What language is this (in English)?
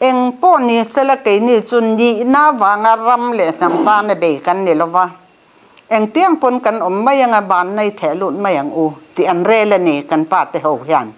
Mizo